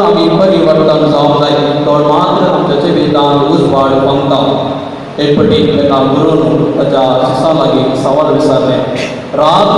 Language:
Konkani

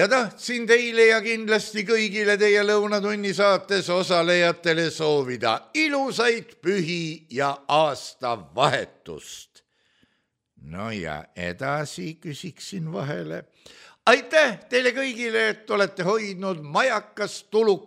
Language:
Estonian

